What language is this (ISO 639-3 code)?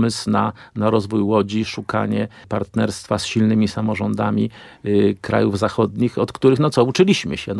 pol